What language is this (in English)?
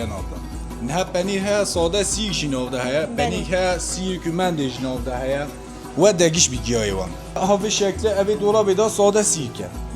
Kurdish